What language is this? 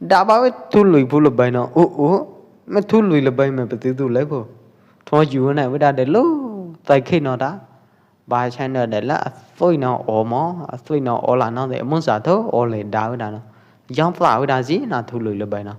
Pwo Eastern Karen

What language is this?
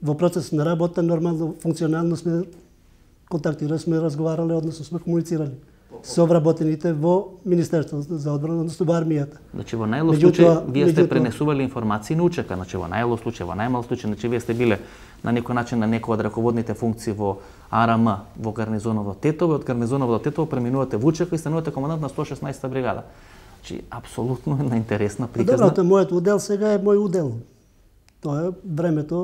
Macedonian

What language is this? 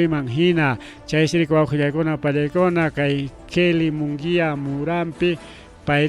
Ayacucho Quechua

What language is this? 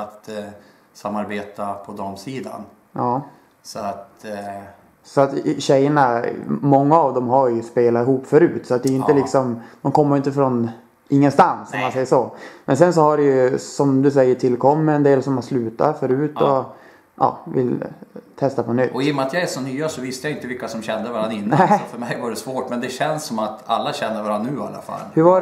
Swedish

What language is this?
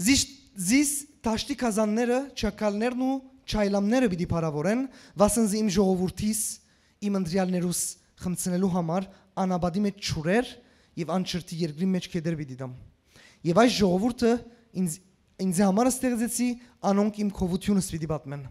Western Armenian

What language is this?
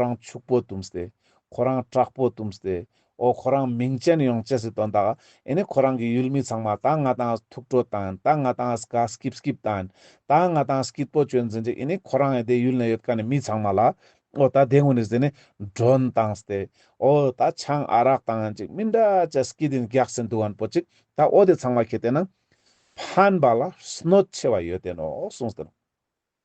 Ladakhi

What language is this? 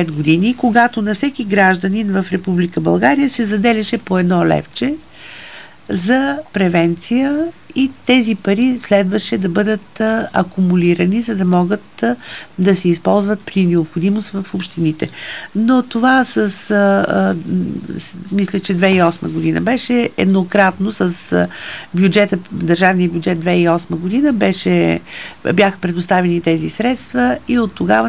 Bulgarian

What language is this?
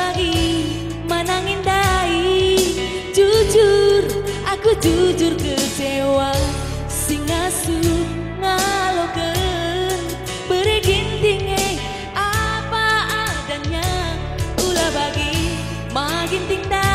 Batak Karo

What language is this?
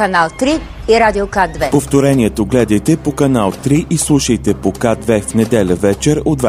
Bulgarian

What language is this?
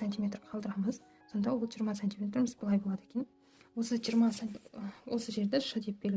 Kazakh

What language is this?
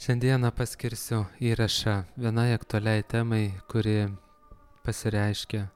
Lithuanian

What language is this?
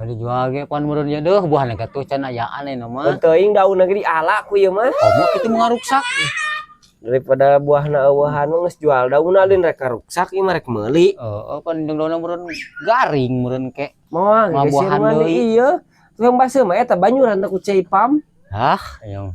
Sundanese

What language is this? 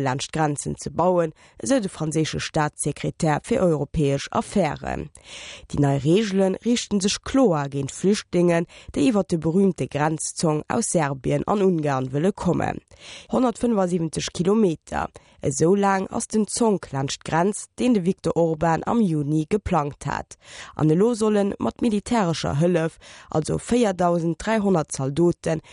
Luxembourgish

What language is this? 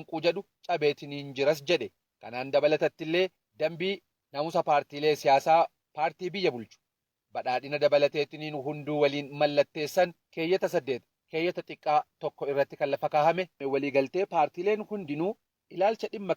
Oromo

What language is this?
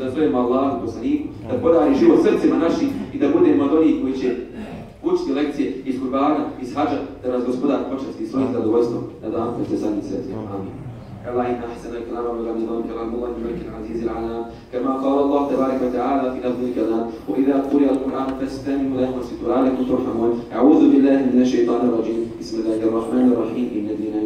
Bosnian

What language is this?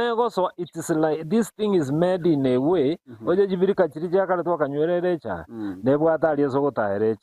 Gusii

